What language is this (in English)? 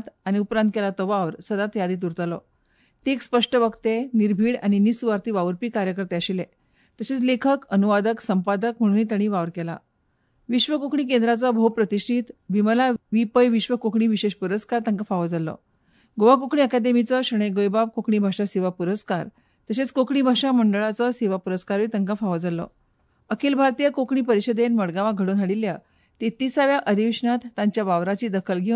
Konkani